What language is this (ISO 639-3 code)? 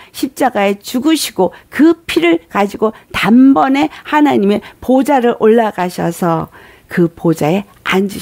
kor